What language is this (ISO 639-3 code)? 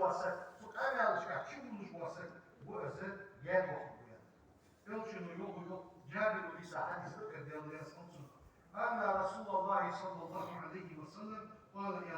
inh